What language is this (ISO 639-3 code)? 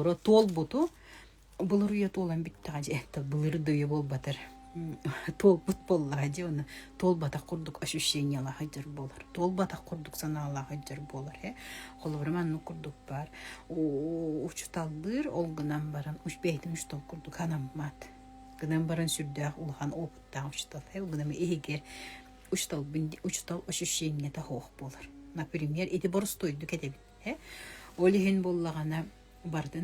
sah